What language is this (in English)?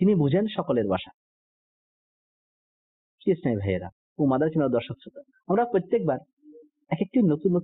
Bangla